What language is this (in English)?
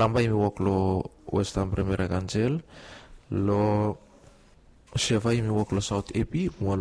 Bislama